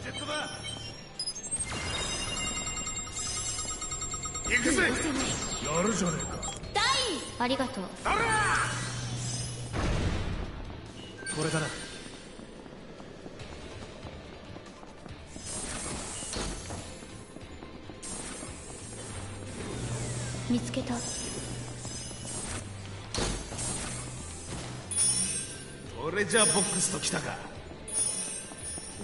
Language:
Japanese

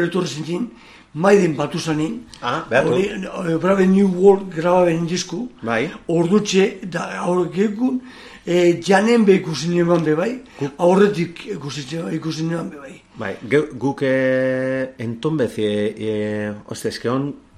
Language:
Basque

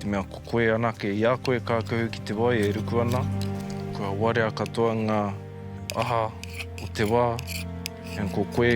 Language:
Māori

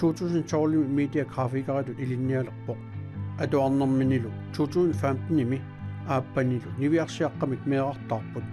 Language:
Kalaallisut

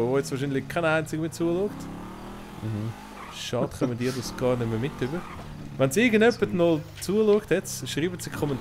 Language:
Swiss German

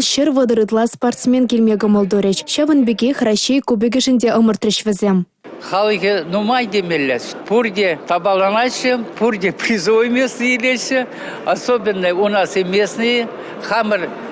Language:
Chuvash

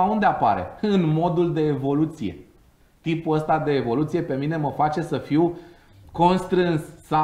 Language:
Romanian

